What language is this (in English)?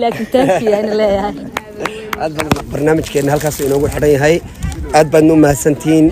Somali